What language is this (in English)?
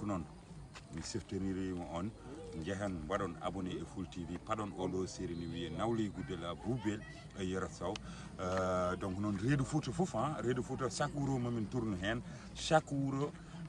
Fula